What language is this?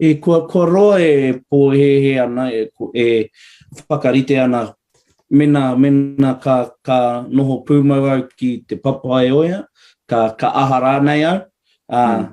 Māori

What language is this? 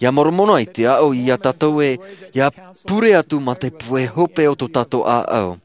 Tahitian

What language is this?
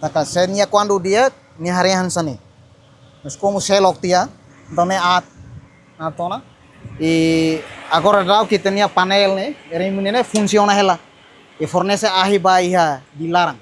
Tetum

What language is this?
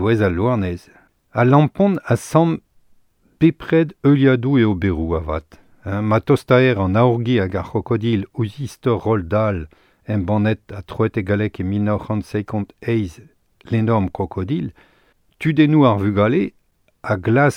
Breton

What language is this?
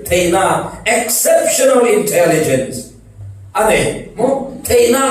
Falam Chin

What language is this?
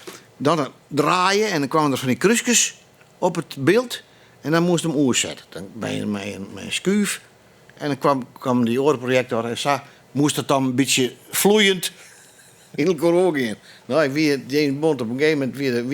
Western Frisian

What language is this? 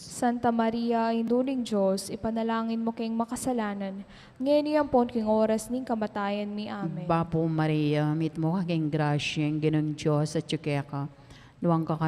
Pampanga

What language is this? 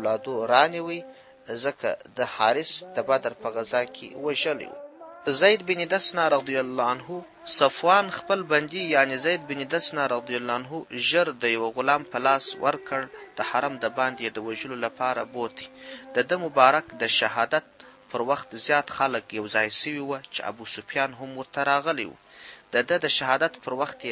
Pashto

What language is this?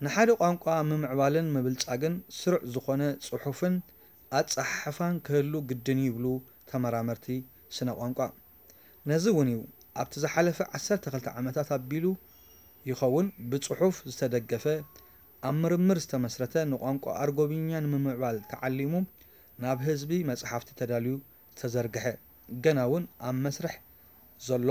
Tigrinya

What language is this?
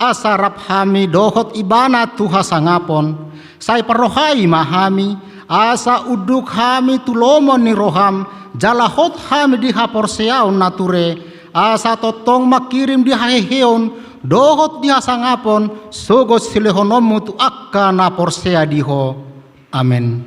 Batak Toba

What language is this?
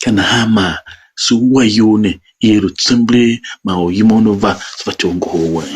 Tiv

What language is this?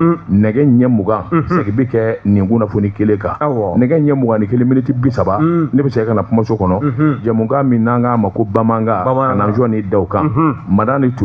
Bambara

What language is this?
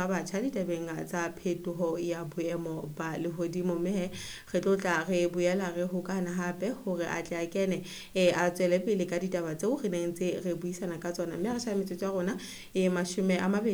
Southern Sotho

